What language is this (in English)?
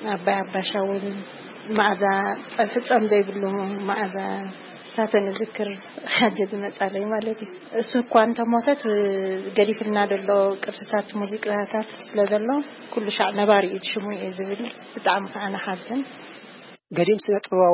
Tigrinya